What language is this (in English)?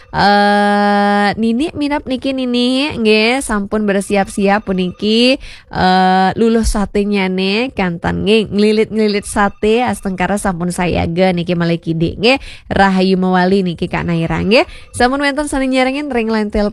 Balinese